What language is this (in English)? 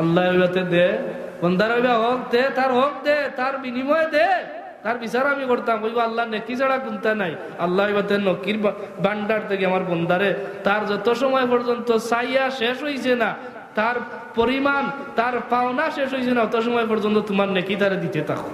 Sylheti